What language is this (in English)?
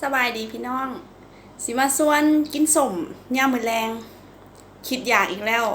Lao